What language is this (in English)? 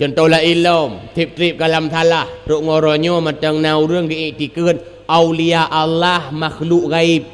Achinese